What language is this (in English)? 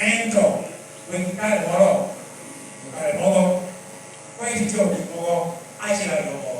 Lango (Uganda)